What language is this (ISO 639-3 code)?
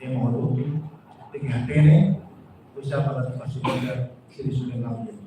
tet